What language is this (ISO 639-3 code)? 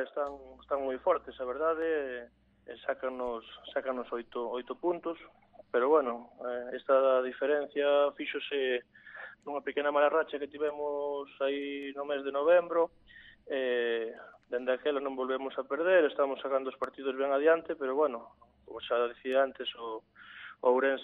glg